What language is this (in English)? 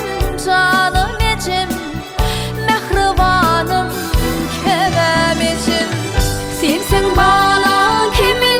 Turkmen